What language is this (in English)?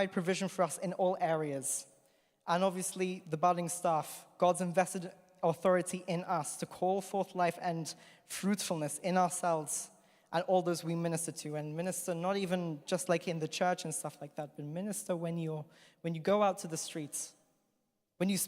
English